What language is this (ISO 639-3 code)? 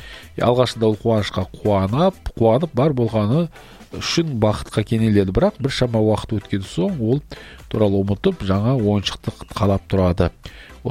kaz